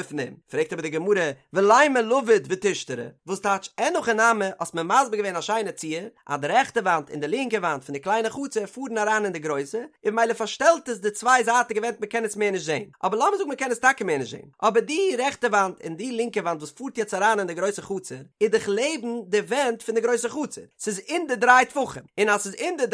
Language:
Yiddish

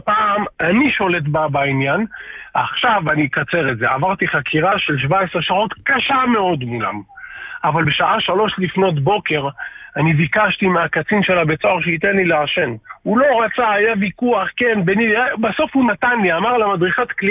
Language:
Hebrew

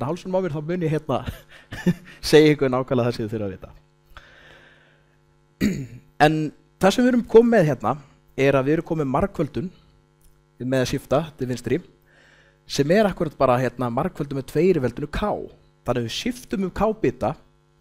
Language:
Icelandic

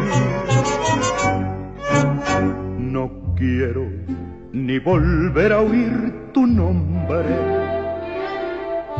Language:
Spanish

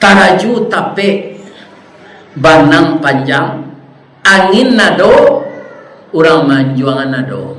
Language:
Minangkabau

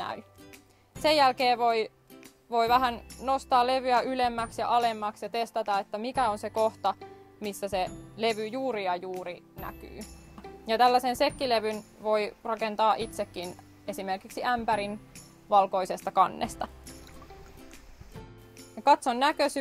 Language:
Finnish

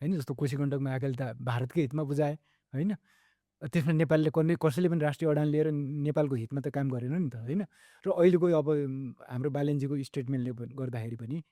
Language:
Nepali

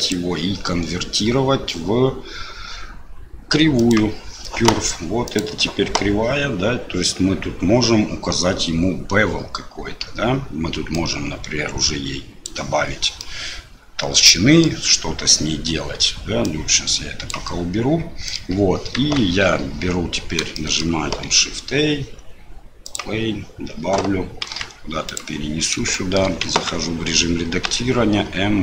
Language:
Russian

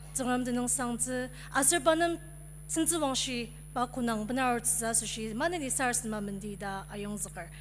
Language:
Ao Naga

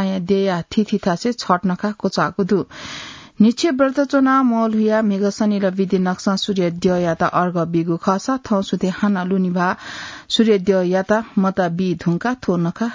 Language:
Newari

